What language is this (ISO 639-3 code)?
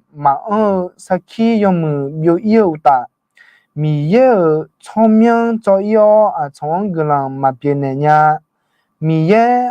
ahk